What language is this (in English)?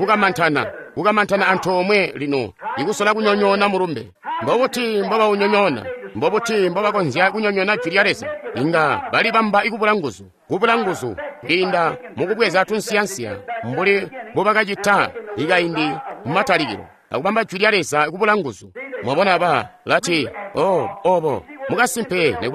Tonga (Zambia)